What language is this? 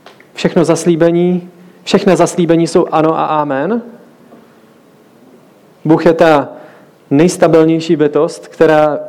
Czech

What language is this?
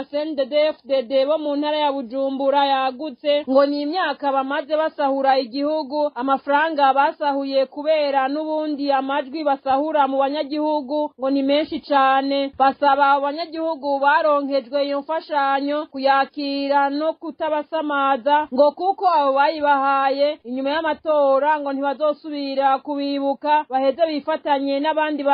Rundi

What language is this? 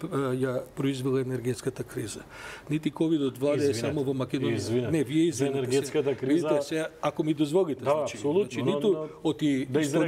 Macedonian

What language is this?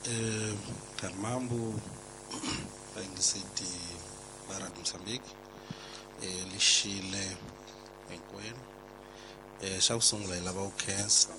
Tsonga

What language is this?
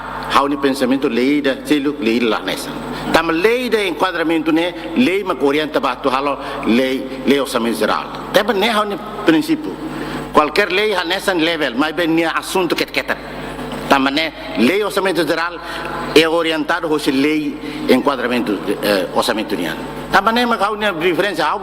Tetum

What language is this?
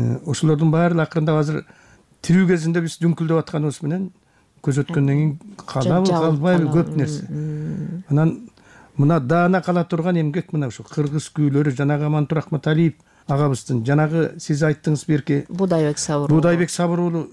Kyrgyz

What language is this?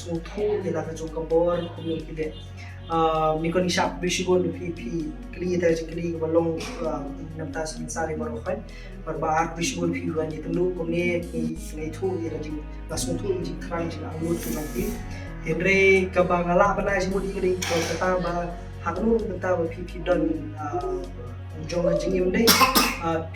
Khasi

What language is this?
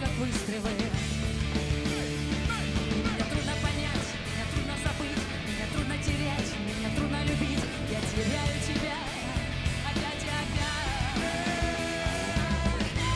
Russian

